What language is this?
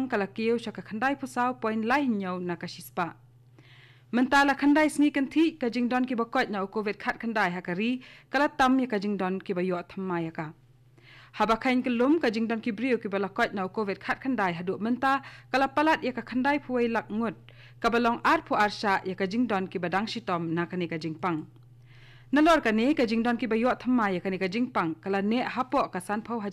Khasi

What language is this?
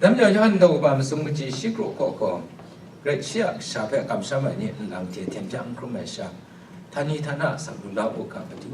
Kachin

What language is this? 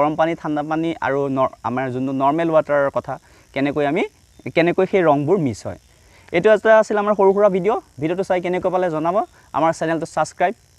Assamese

